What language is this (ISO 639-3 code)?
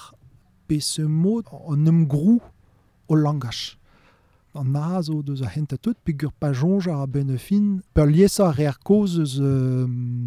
bre